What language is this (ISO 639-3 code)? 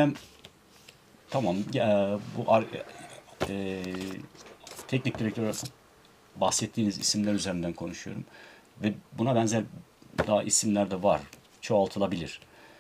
tur